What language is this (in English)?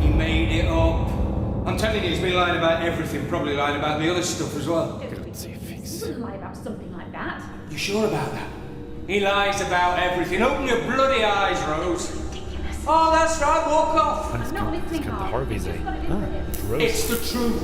Bavarian